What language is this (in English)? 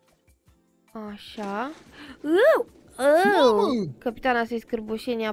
Romanian